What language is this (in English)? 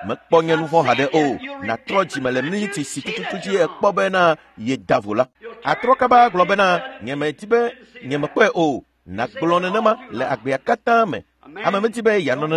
Ewe